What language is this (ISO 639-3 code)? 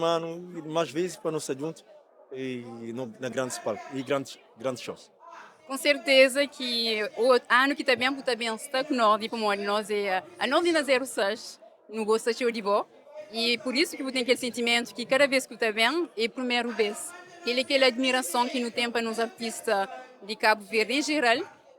kea